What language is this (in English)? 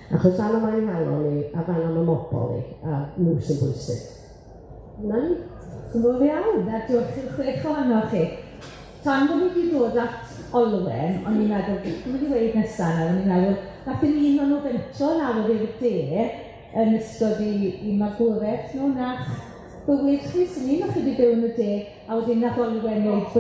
Welsh